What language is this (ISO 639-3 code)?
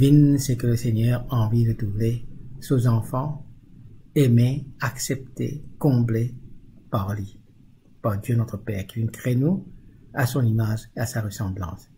mfe